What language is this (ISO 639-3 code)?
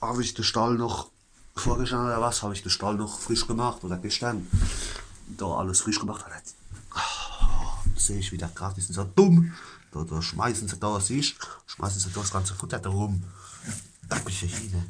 pfl